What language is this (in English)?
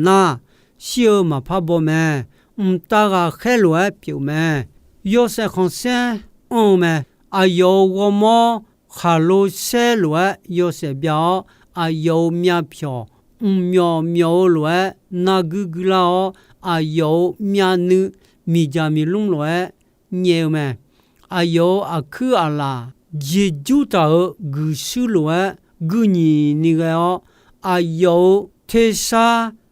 Akha